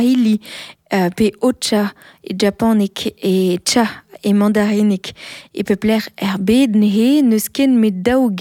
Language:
Breton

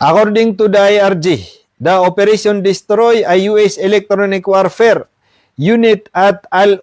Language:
Maranao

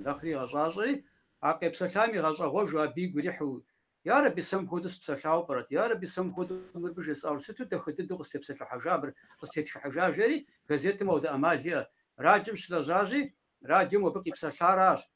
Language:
Kabardian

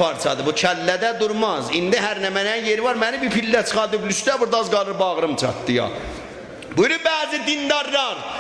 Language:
South Azerbaijani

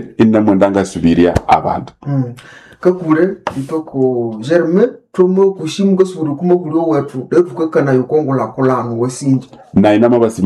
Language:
Nande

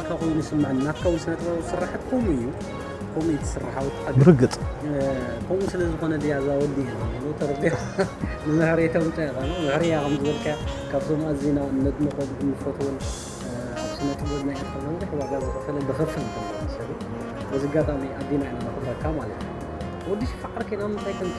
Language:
Tigrinya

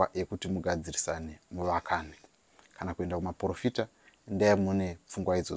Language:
Shona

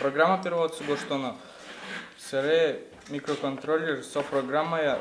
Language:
Udmurt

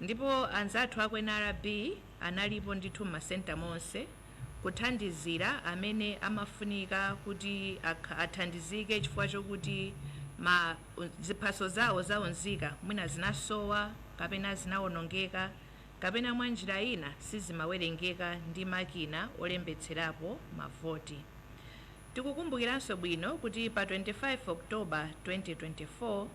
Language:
Nyanja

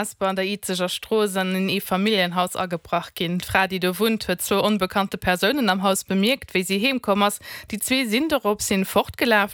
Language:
Luxembourgish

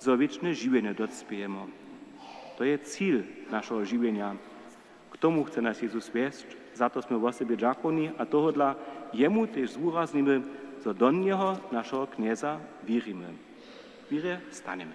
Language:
Upper Sorbian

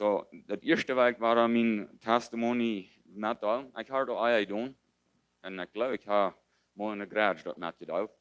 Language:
Plautdietsch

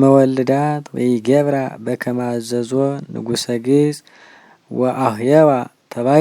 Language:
Geez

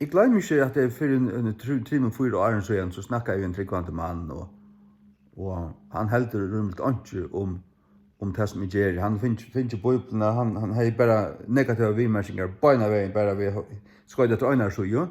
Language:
Faroese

